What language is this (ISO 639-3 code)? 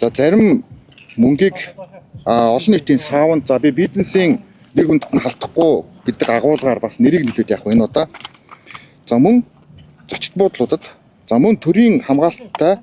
mon